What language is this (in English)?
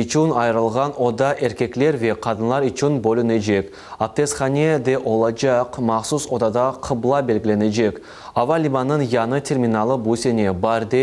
Crimean Tatar